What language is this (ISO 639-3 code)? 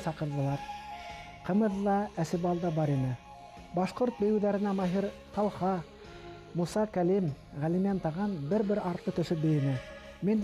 bak